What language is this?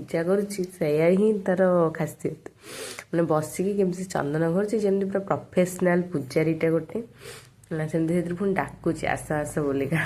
Odia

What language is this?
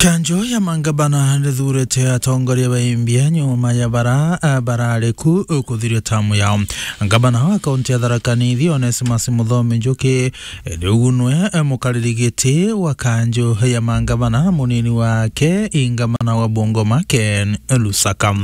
Meru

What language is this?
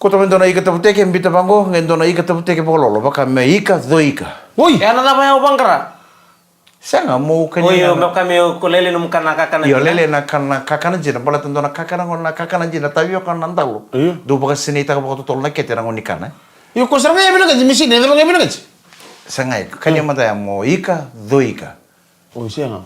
Fijian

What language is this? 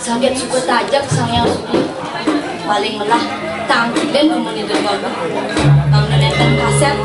Balinese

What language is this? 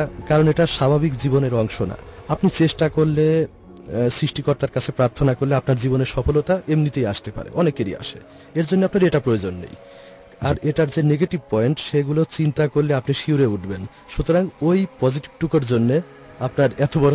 Bangla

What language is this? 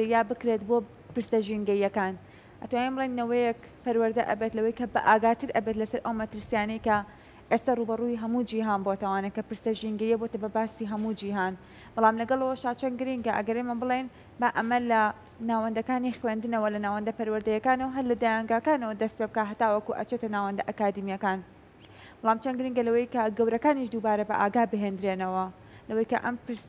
Central Kurdish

